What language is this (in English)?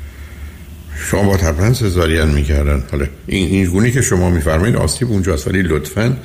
Persian